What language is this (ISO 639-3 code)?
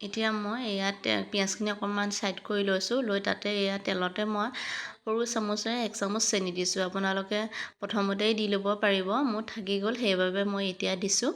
asm